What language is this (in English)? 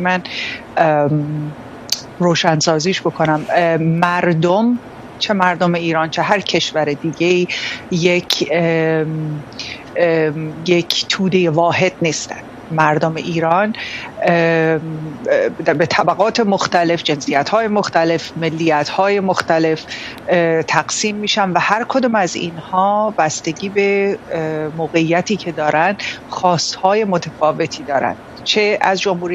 Persian